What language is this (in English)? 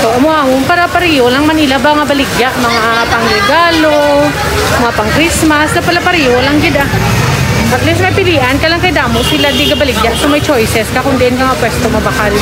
Hiligaynon